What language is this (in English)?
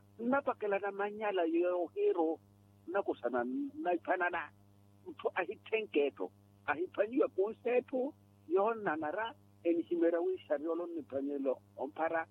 Makhuwa